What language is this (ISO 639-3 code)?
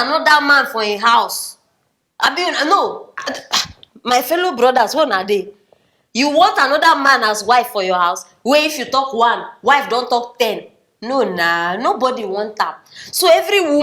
pcm